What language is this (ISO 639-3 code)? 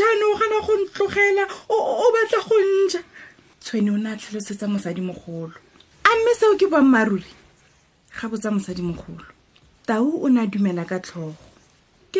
tsn